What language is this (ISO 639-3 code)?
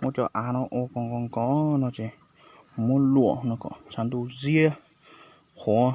hmn